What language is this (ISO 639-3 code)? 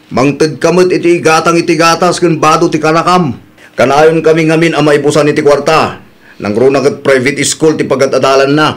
ilo